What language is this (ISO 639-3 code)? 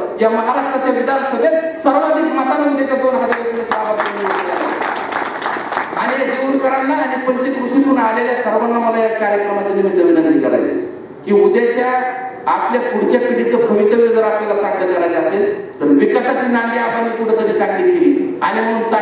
mar